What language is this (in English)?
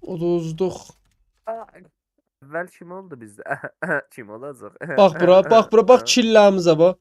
South Azerbaijani